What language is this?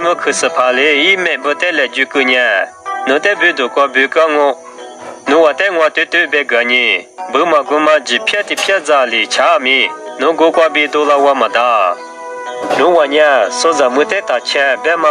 Lisu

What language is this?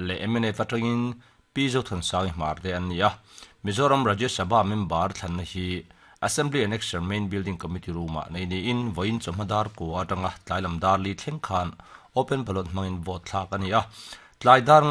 Mizo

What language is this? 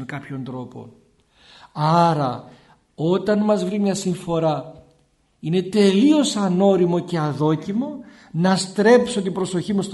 Greek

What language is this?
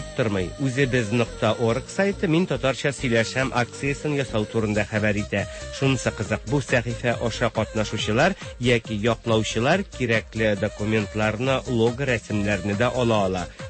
Tatar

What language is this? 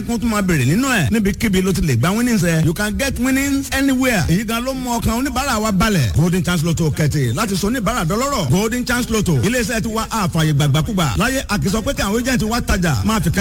Yoruba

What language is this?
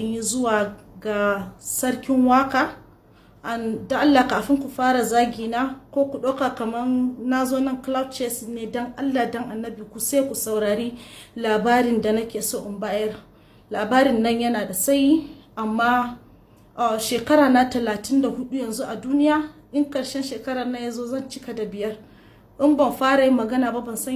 Hausa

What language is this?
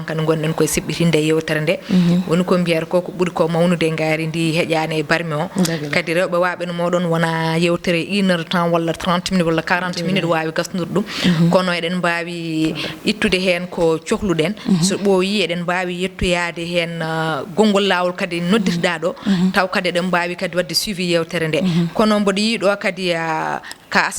Fula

